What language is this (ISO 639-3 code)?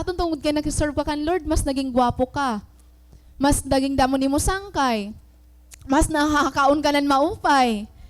war